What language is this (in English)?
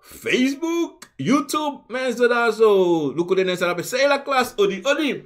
Sranan Tongo